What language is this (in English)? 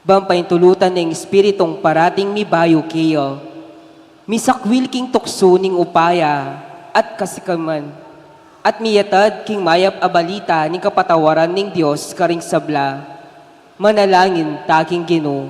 Pampanga